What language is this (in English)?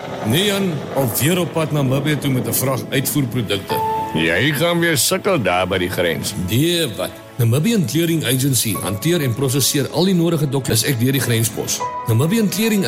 Afrikaans